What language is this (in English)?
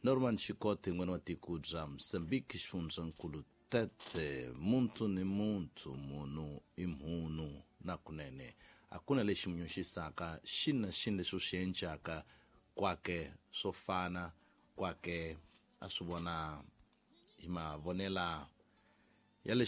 Tsonga